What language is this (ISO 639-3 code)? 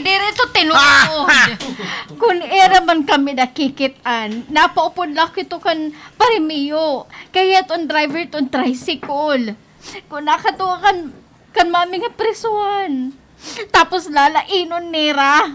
war